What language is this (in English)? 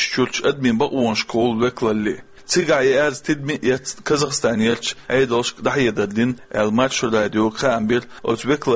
Chechen